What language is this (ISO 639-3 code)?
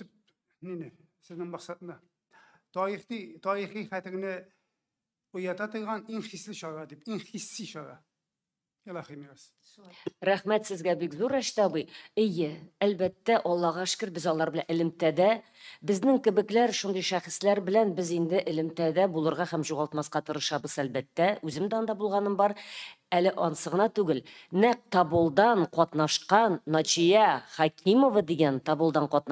tat